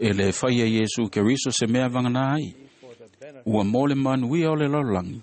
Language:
Samoan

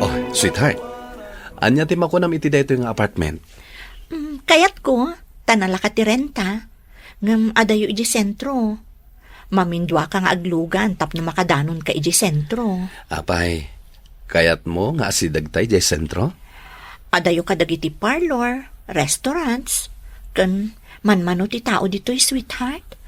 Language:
Iloko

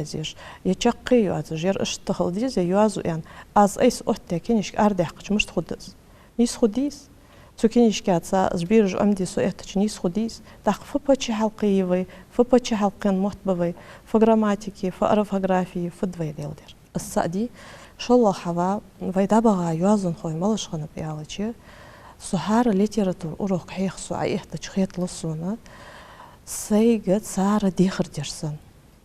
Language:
Ingush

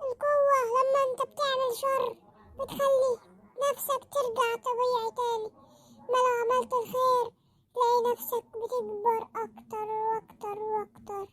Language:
Egyptian Arabic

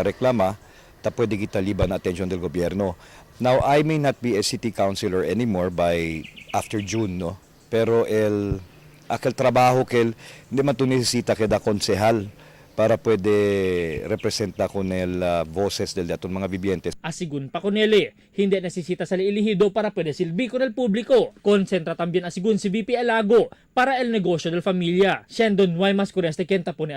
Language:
Chavacano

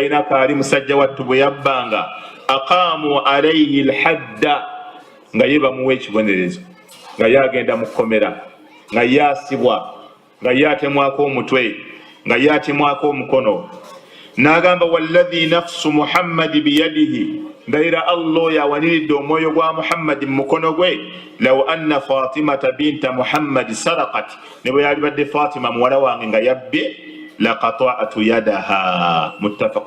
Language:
Ganda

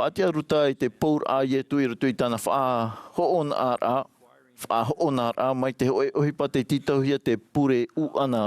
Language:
Tahitian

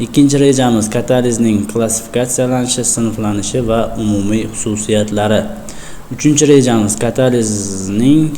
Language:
Uzbek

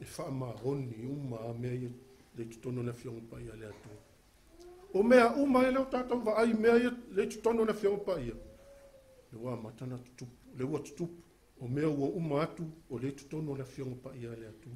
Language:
Samoan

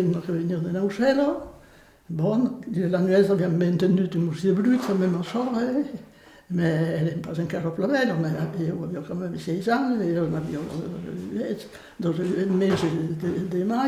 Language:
Occitan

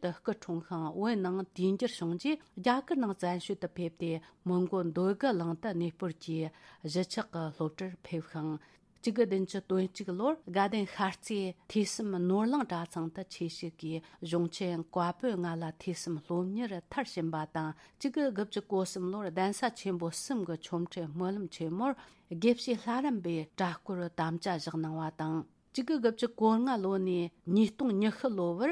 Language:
Tibetan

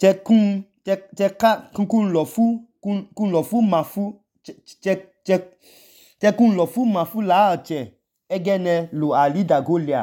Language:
Idoma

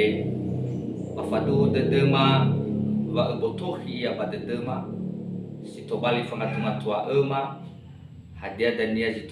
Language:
Nias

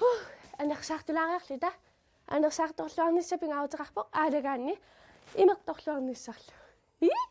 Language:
Kalaallisut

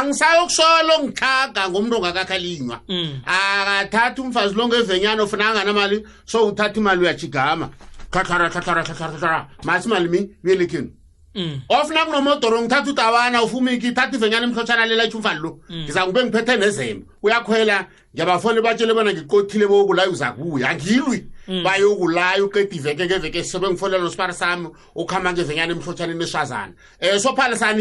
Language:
South Ndebele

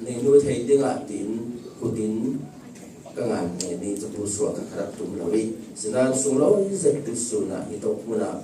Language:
Falam Chin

